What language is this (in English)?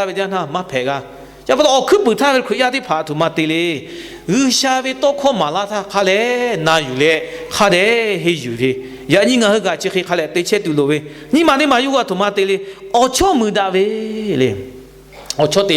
Lahu